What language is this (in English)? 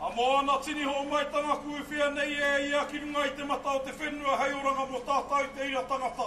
Māori